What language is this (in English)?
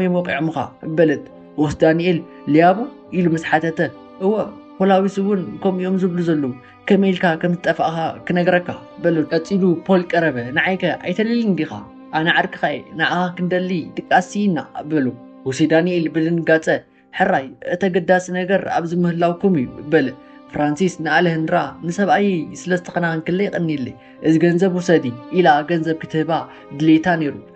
Tigrinya